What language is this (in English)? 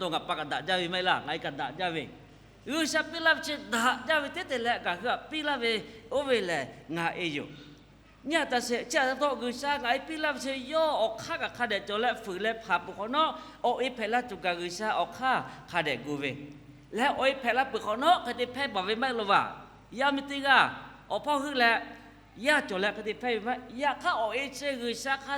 Lahu